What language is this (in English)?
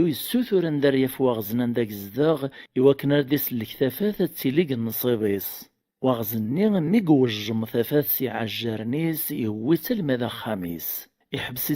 Kabyle